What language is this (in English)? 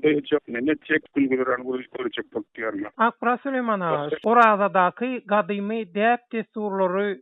Turkmen